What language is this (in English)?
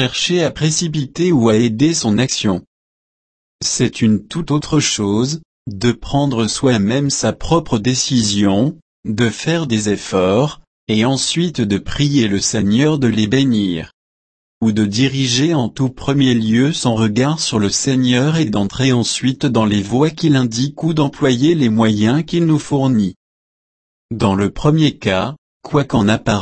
French